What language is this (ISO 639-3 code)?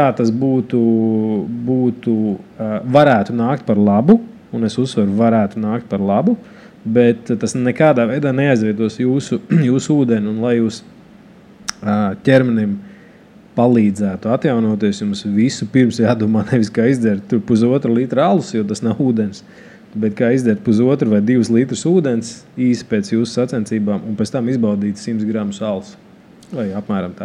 lav